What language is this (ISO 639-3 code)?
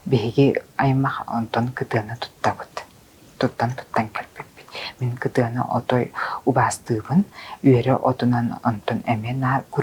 sah